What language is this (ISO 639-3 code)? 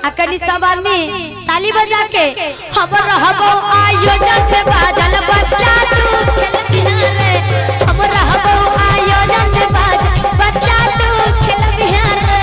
mai